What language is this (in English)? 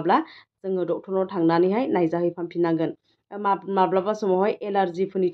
Bodo